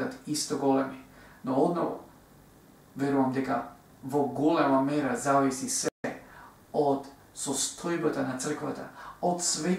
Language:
Macedonian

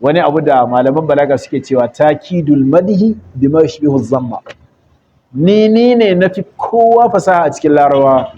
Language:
Hausa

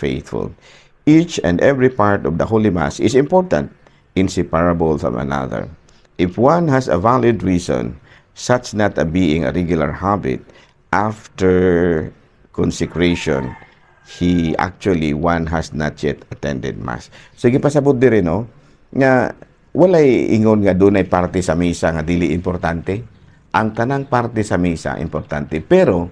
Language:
Cebuano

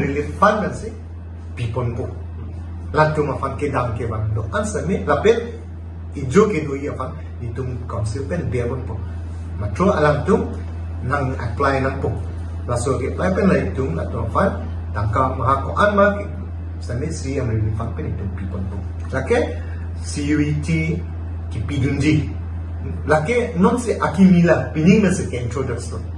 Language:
Karbi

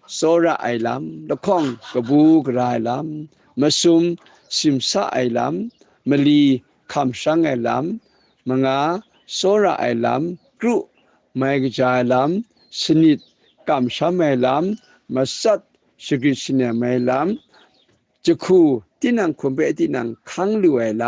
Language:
Kachin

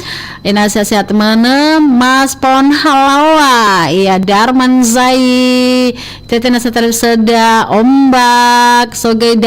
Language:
Nias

